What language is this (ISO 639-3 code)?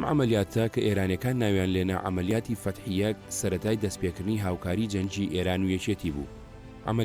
ckb